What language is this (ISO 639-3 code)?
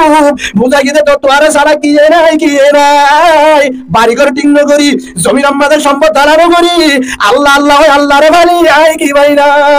rhg